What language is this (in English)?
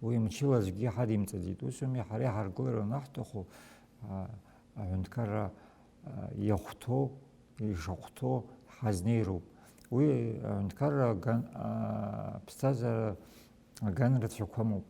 Abkhazian